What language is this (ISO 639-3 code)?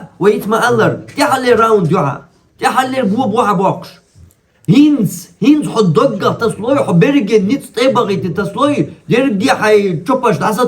che